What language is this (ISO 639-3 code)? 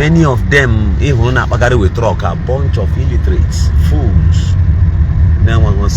ibo